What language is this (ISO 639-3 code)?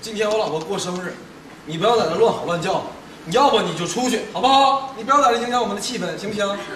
zho